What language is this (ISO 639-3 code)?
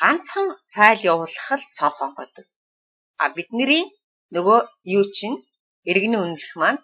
mon